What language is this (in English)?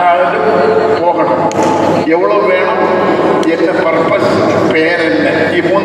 Tamil